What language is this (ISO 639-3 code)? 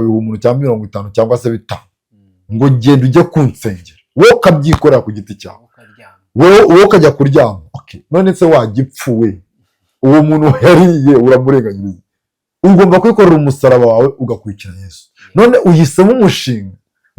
kin